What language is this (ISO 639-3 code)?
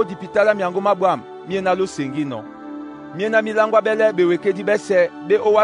dua